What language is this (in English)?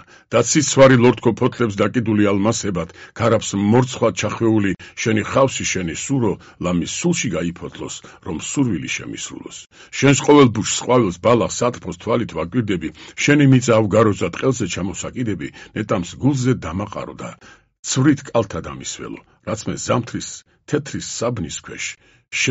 Georgian